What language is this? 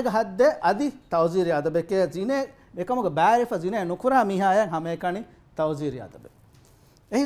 Divehi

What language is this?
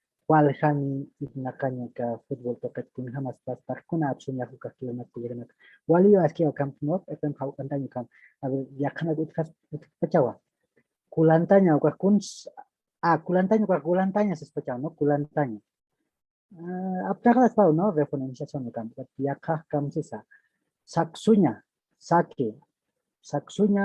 Aymara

